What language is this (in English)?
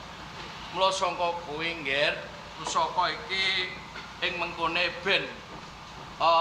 Javanese